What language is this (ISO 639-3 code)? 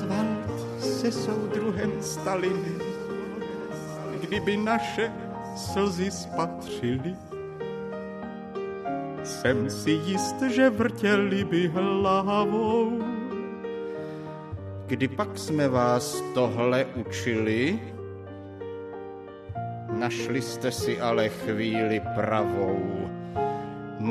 ces